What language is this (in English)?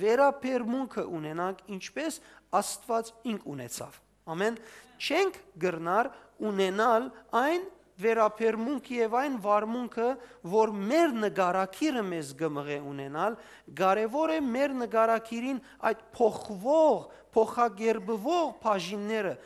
Western Armenian